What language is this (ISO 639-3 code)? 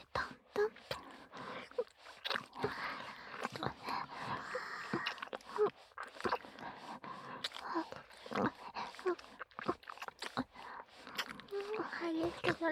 jpn